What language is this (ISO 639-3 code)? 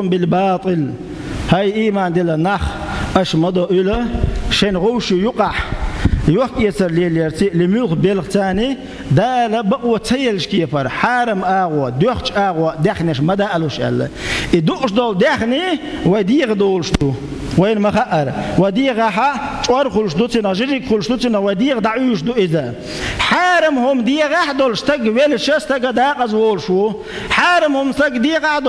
che